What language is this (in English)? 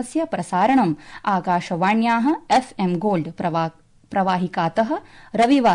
Sanskrit